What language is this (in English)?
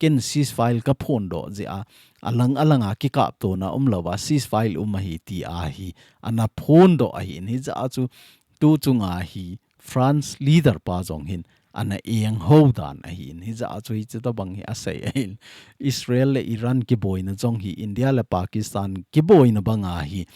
Thado Chin